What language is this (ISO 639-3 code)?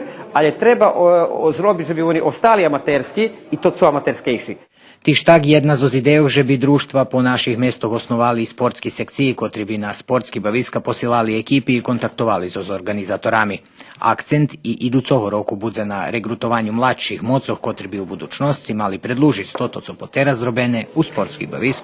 rue